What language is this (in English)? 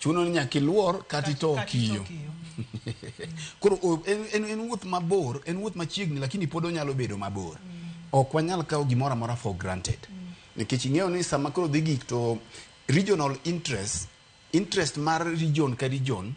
Luo (Kenya and Tanzania)